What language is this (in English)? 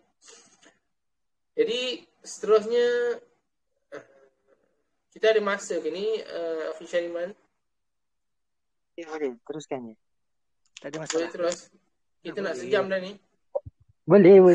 Malay